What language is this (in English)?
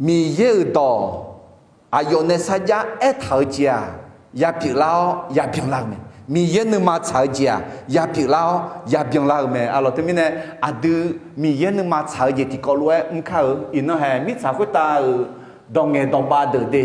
Akha